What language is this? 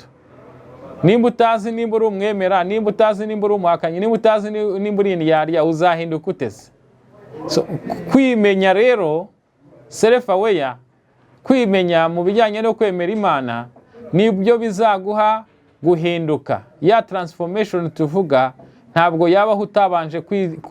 Kinyarwanda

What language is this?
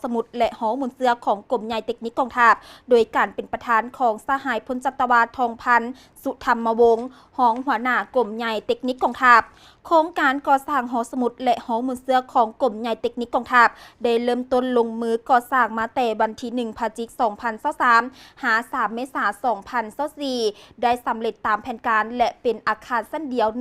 Lao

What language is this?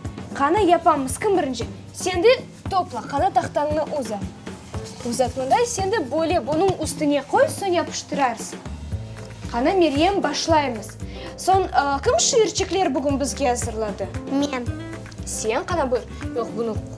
Crimean Tatar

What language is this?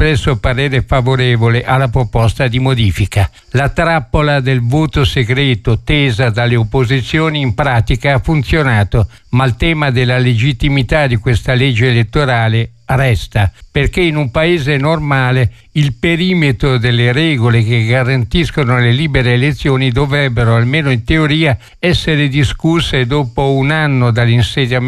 Italian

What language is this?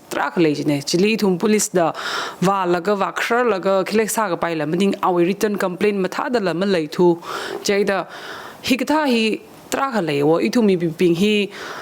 Tangkhul Naga (India)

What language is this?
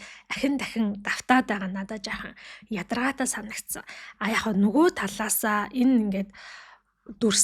Mongolian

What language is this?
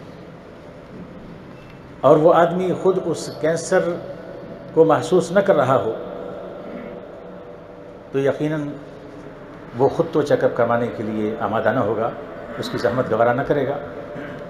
Urdu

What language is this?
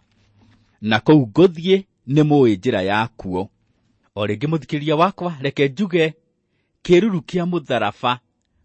Kikuyu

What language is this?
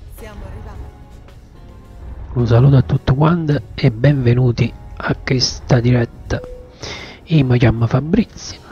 Italian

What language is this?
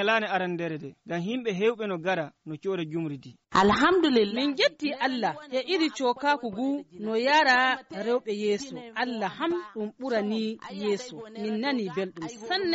Nigerian Fulfulde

